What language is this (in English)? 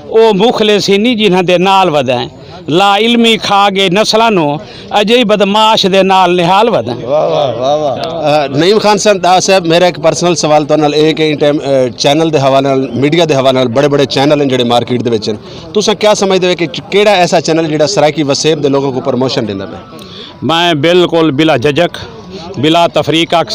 Saraiki